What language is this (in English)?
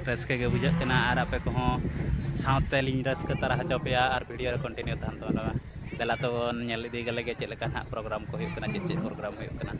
Santali